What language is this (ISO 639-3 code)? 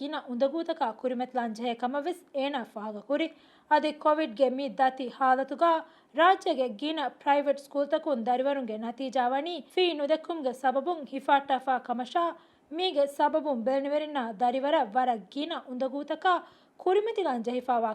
div